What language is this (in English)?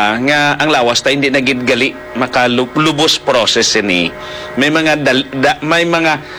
Hiligaynon